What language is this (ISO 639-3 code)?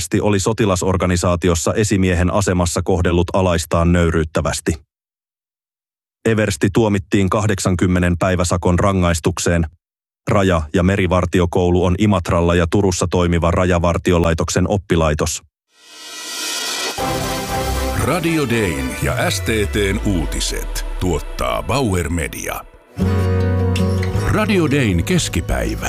fin